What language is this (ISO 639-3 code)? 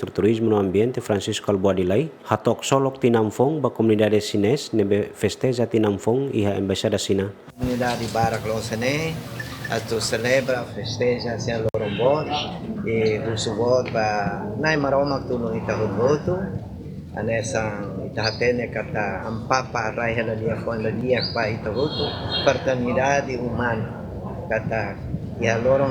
tet